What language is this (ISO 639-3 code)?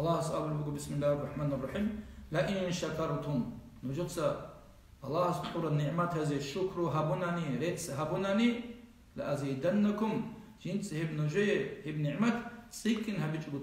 ava